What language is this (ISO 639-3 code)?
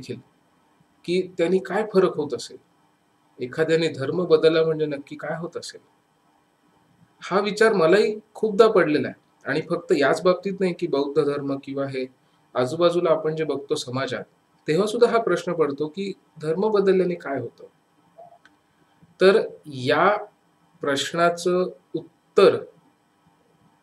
mar